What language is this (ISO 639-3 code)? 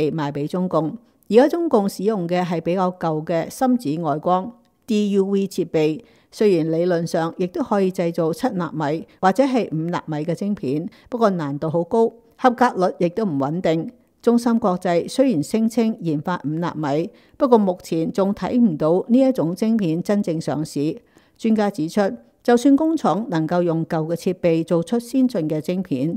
yue